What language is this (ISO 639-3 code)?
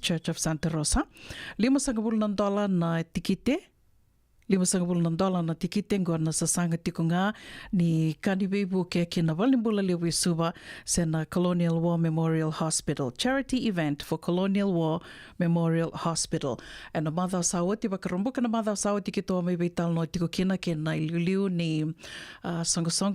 fij